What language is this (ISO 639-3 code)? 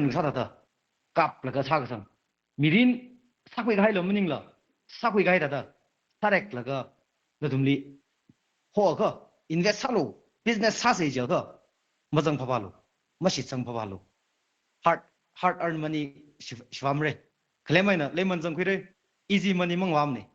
nmf